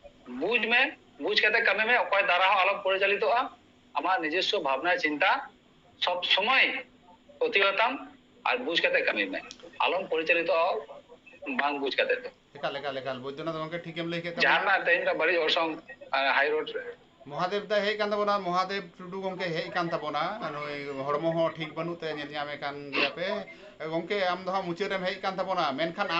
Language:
Santali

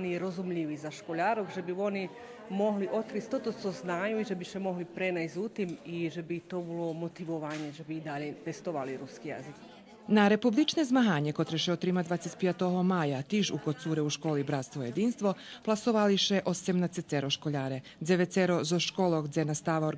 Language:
Rusyn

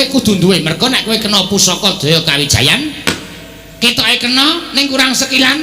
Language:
Javanese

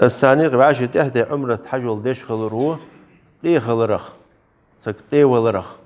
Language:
Ingush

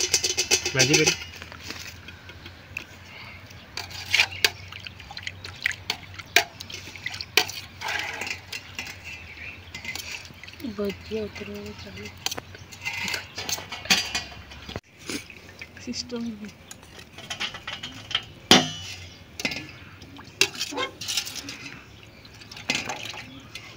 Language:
Gujarati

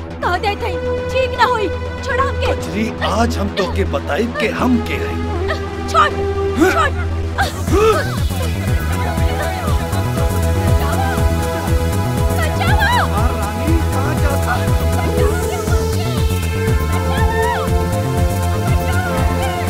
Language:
Bhojpuri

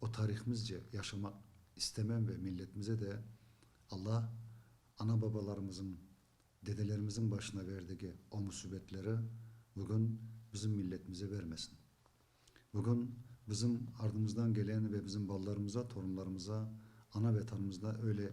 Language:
Crimean Tatar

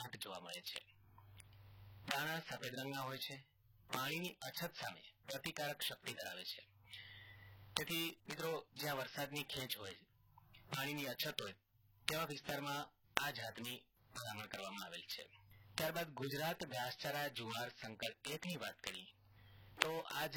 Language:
Gujarati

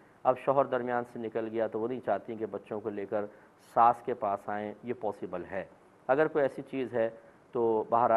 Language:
Urdu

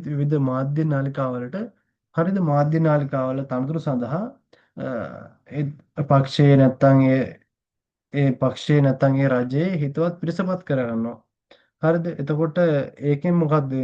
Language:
Sinhala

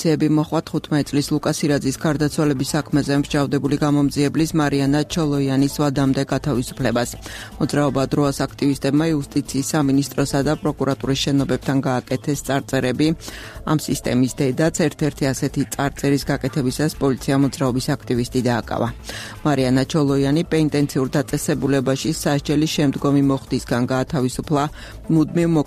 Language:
Georgian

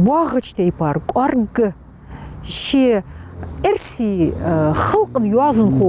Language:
Ingush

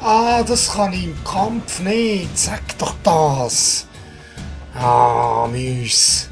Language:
Swiss German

